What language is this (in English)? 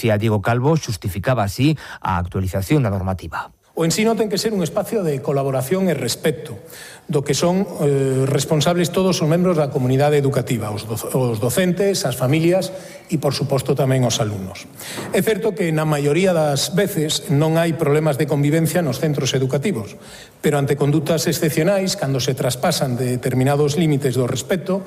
Galician